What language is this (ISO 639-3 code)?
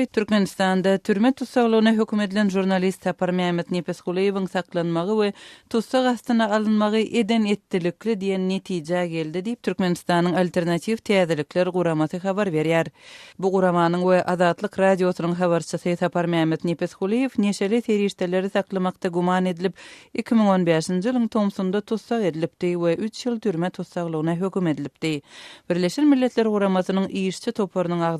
tuk